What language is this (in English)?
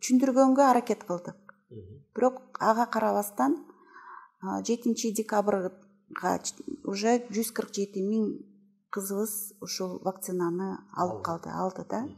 Kyrgyz